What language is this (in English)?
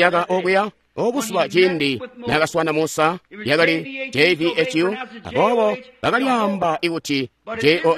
Tonga (Zambia)